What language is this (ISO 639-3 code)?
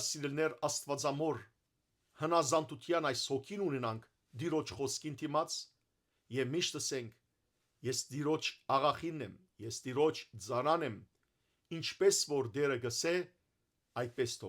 hyw